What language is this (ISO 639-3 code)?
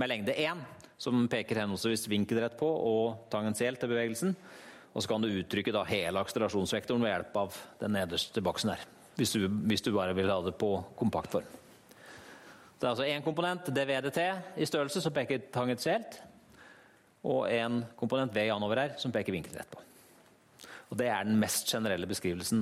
nor